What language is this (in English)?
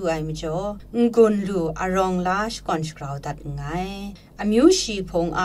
Kachin